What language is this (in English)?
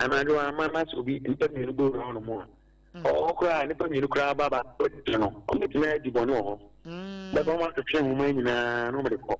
Akan